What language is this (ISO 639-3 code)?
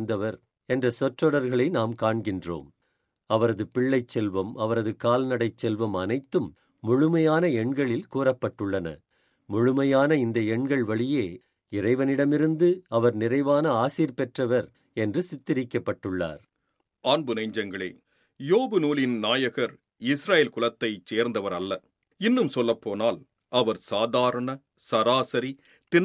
tam